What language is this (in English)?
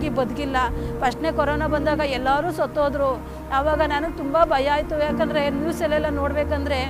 Kannada